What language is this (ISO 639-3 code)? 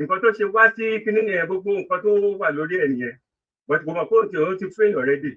yor